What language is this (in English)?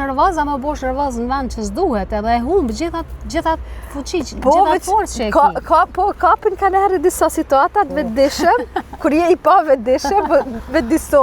Albanian